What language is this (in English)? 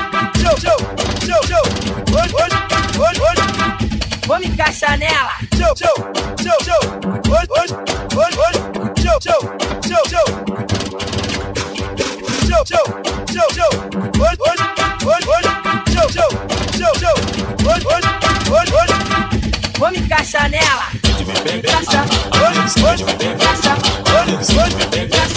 Portuguese